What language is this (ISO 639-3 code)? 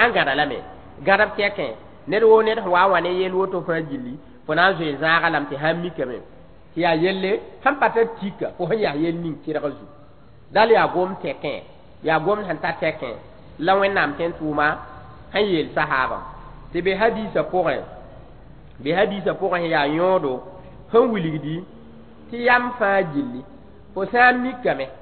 mos